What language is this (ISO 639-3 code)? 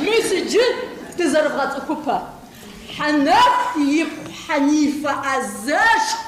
kbd